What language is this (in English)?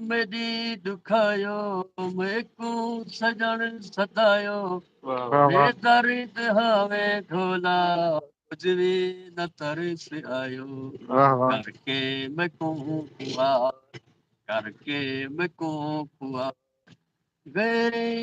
Saraiki